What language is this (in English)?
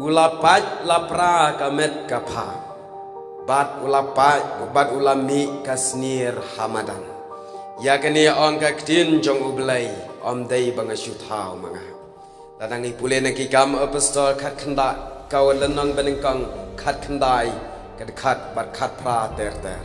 Khasi